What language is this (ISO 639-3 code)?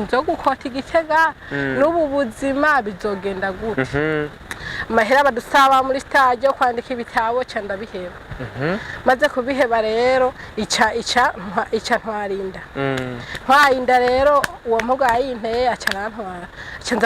run